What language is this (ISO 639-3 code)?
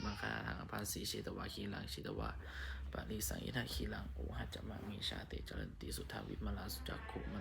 pli